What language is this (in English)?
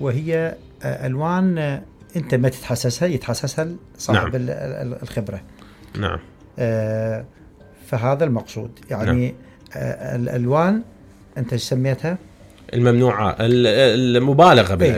Mesopotamian Arabic